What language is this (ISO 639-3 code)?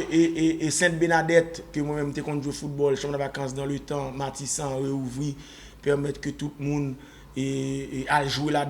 hat